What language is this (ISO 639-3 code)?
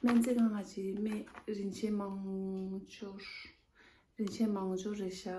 bod